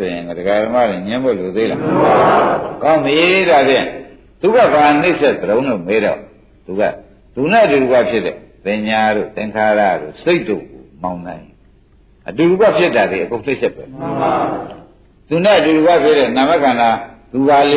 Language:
Burmese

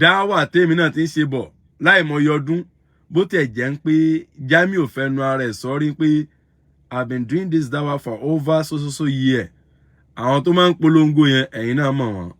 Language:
Yoruba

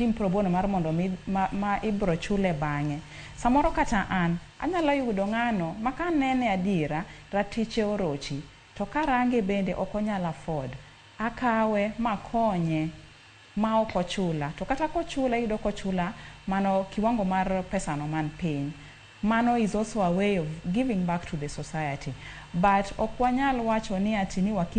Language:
Luo (Kenya and Tanzania)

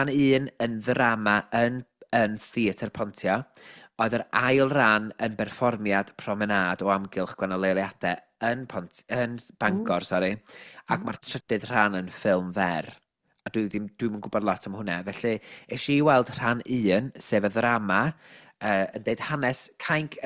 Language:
Welsh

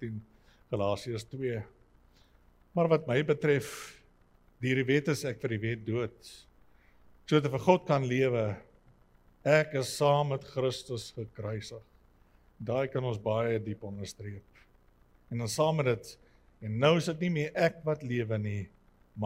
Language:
Afrikaans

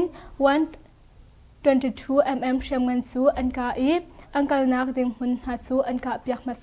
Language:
Hakha Chin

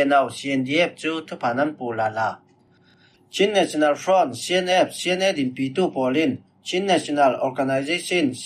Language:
Falam Chin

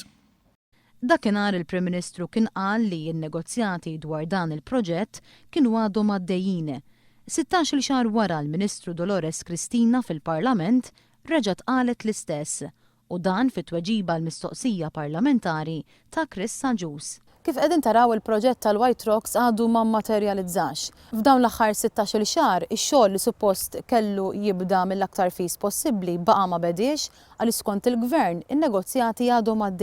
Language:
Maltese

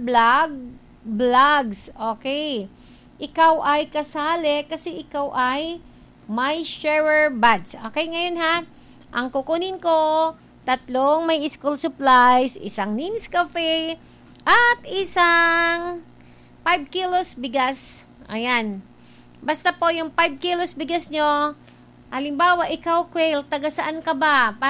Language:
Filipino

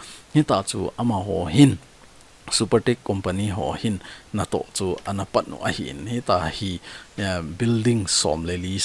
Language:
Thado Chin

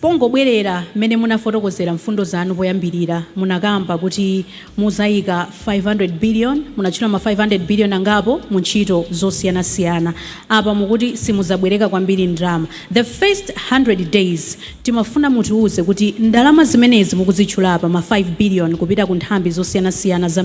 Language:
Nyanja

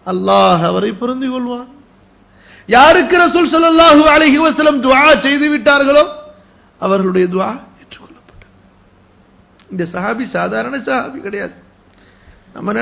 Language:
Tamil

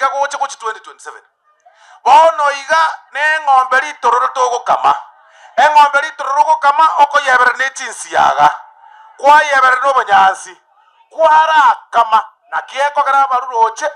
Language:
Gusii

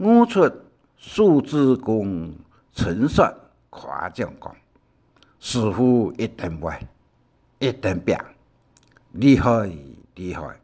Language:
Hakka Chinese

